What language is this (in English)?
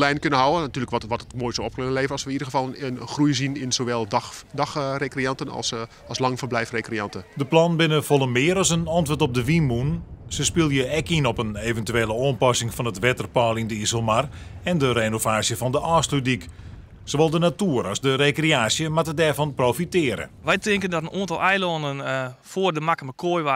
Western Frisian